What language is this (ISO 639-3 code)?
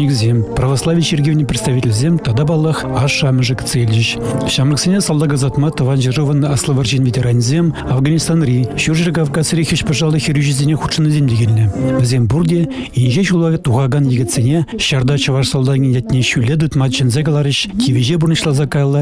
chv